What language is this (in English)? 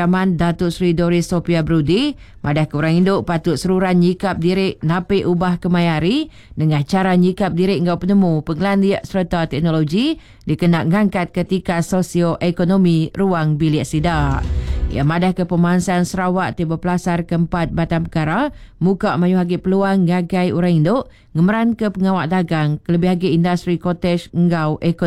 Iban